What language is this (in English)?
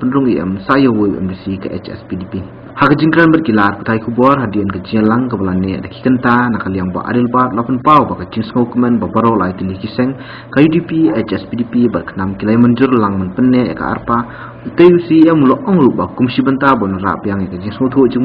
Khasi